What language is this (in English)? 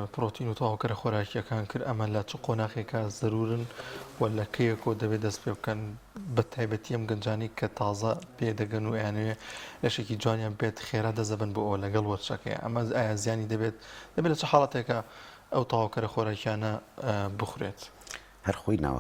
Central Kurdish